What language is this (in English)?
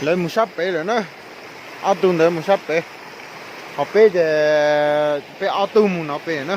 Hmong